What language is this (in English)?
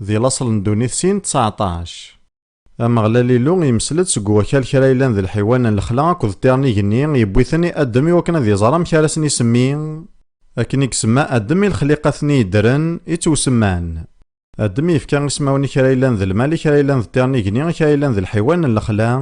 Kabyle